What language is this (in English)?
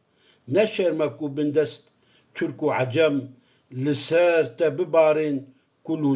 Kurdish